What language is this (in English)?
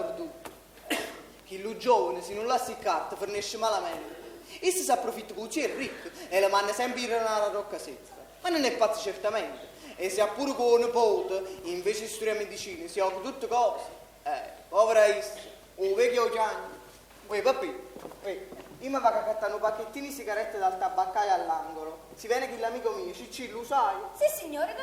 Neapolitan